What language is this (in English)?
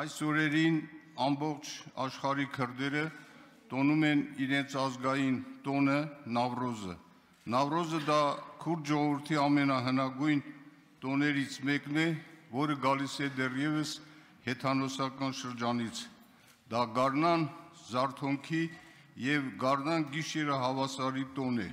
Armenian